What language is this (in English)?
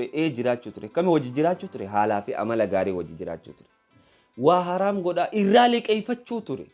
Oromo